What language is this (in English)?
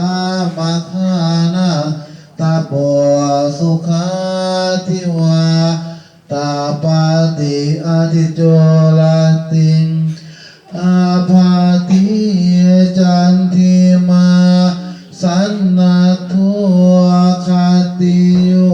Pali